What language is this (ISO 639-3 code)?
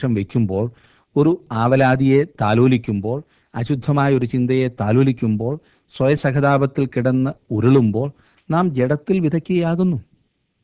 mal